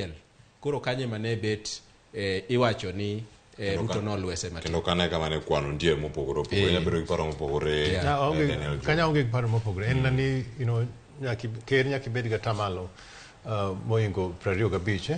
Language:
Luo (Kenya and Tanzania)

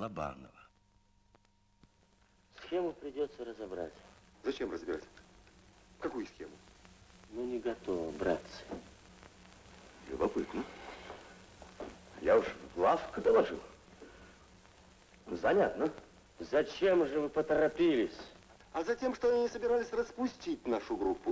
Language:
Russian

